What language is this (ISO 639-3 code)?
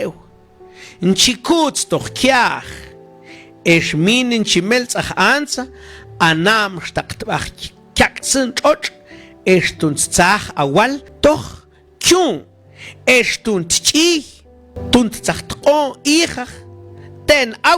mam